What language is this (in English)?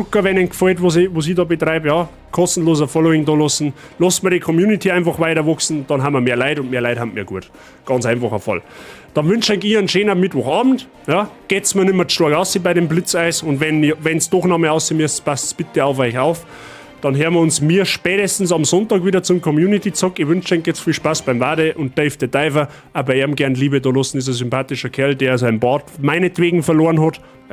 Bavarian